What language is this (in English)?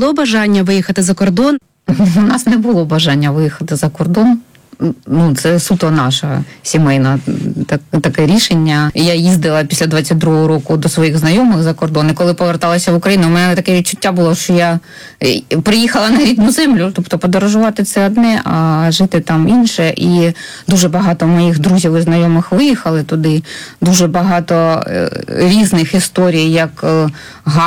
Ukrainian